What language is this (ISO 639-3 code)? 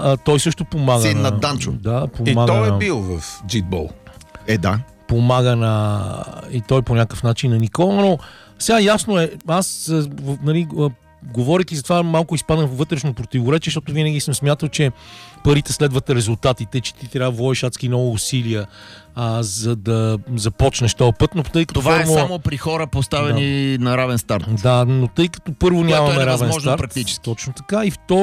bul